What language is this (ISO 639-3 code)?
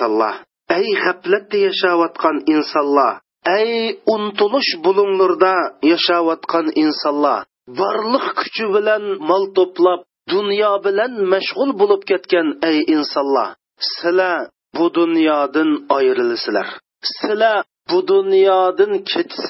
uig